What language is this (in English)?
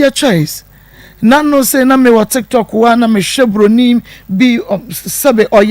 Akan